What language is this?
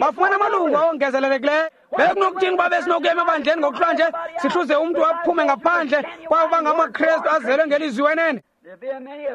Xhosa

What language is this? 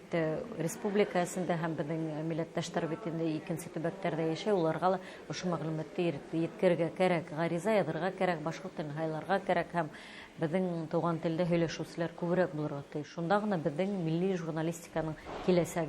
Bashkir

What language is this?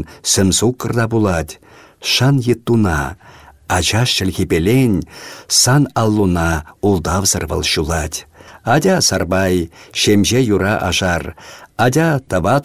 Chuvash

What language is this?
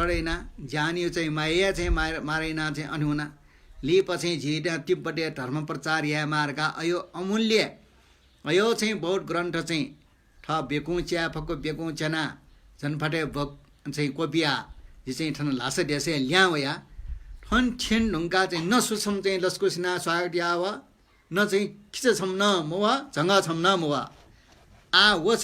Newari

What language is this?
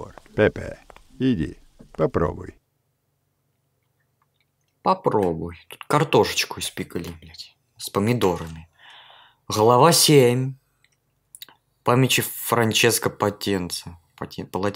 Russian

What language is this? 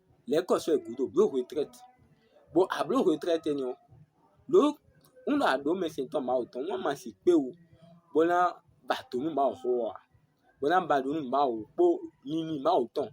Fon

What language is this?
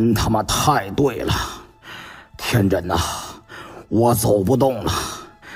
Chinese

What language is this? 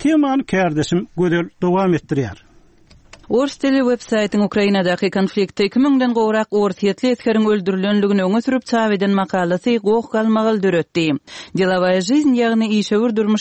Turkmen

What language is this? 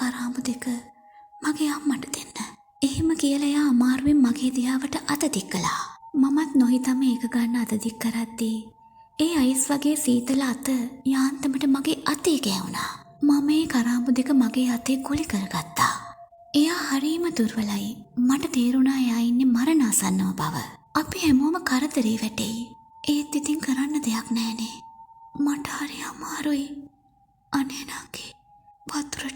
Sinhala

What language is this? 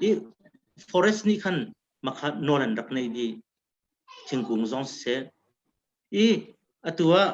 Hakha Chin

